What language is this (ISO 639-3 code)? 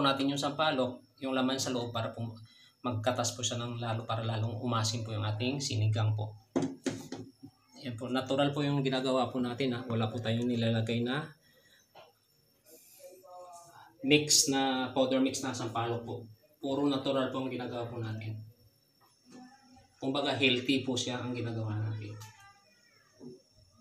fil